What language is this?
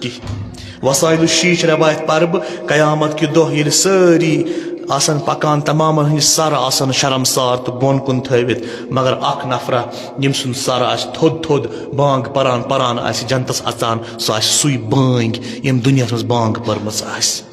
Kashmiri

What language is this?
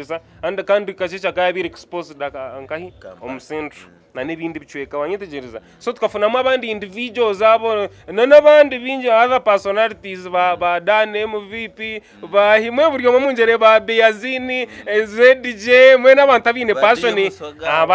Nyankole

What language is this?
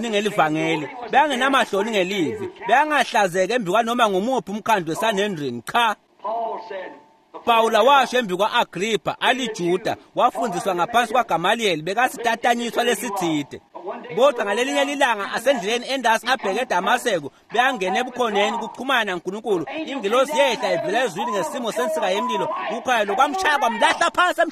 Swati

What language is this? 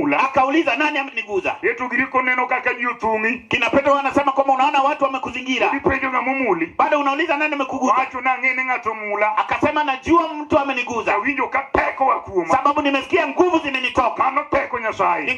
Luo (Kenya and Tanzania)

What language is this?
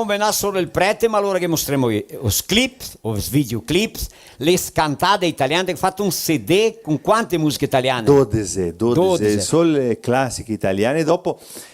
Venetian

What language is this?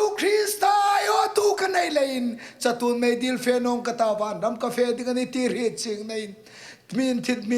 Hmar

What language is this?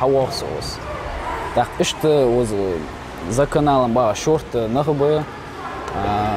Ingush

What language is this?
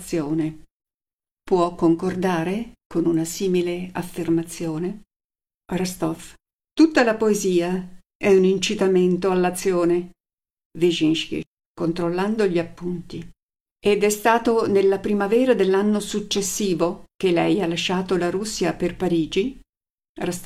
Italian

